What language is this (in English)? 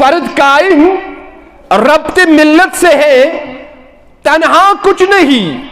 Kashmiri